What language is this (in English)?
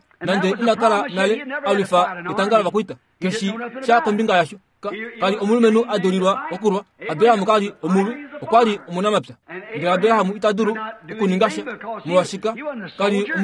Kuanyama